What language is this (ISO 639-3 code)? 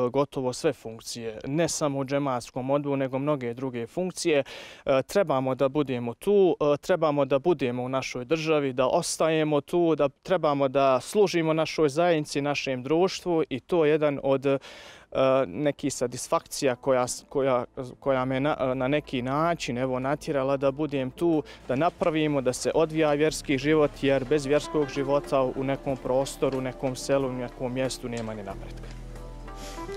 bos